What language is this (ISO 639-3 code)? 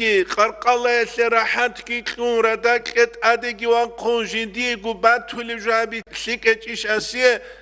ava